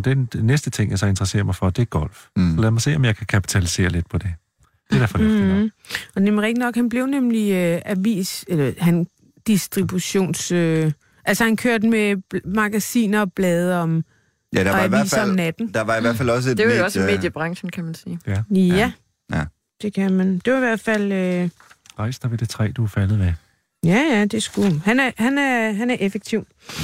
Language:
Danish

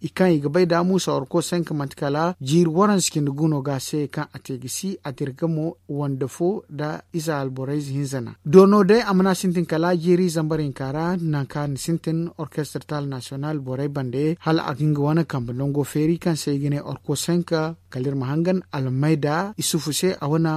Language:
Zarma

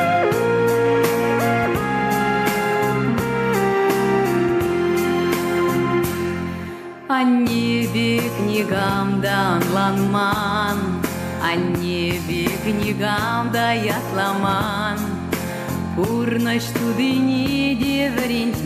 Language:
Chuvash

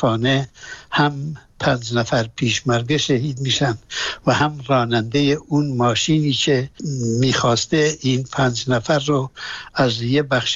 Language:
Persian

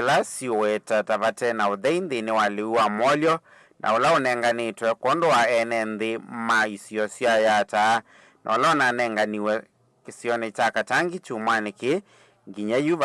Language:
Kamba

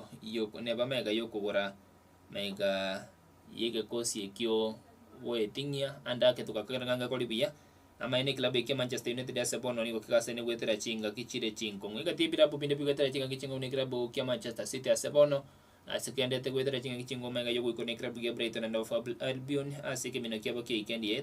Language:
Gusii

